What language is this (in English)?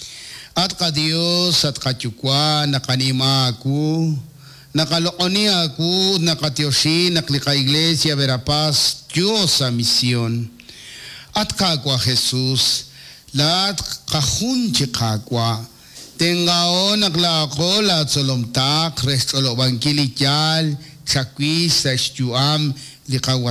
Kekchí